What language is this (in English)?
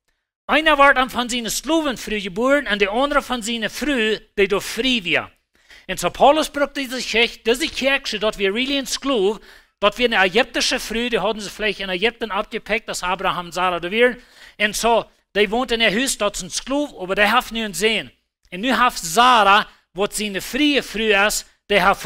Plautdietsch